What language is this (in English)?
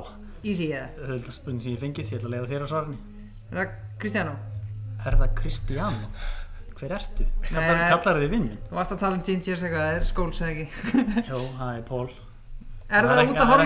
Icelandic